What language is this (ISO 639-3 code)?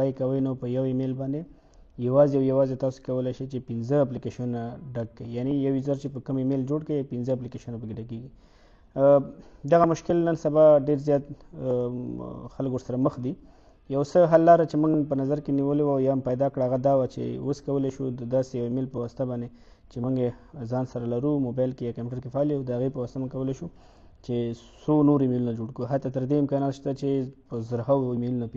pus